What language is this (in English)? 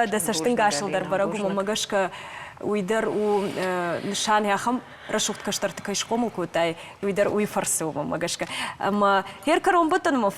Ossetic